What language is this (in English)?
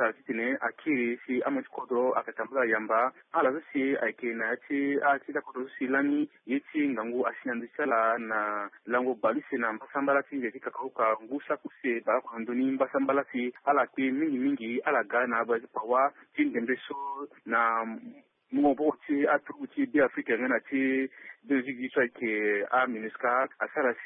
Sango